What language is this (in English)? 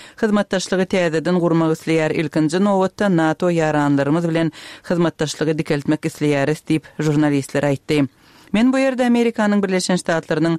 Turkmen